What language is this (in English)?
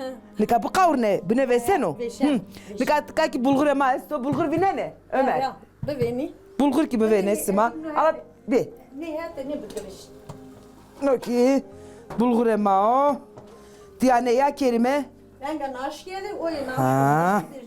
Zaza